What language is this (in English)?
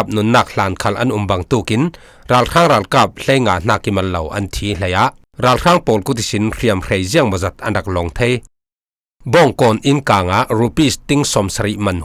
Falam Chin